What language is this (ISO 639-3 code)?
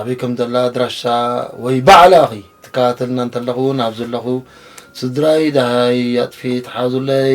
tir